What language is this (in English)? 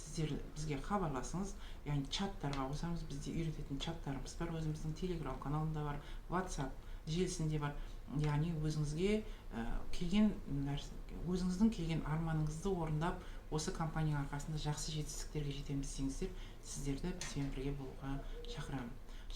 Kazakh